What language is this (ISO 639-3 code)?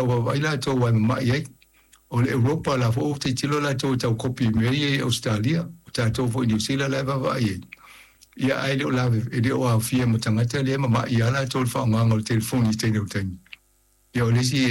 smo